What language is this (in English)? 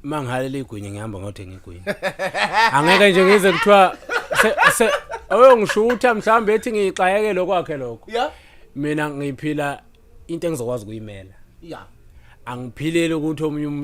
Zulu